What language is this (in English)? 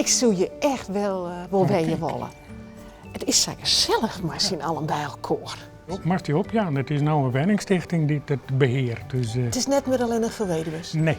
Western Frisian